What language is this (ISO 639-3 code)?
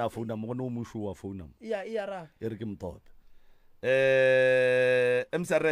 nso